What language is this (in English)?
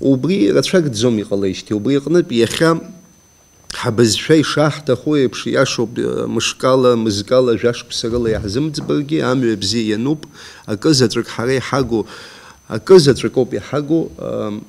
Abkhazian